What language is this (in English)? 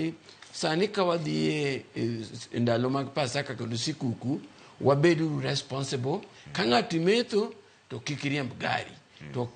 Luo (Kenya and Tanzania)